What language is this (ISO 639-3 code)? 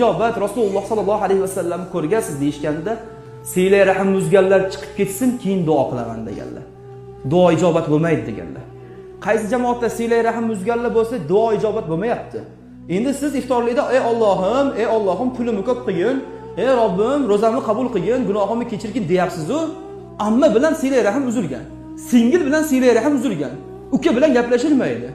uzb